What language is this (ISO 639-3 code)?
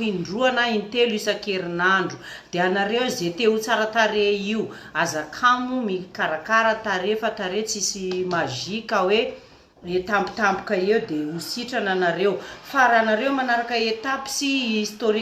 mlg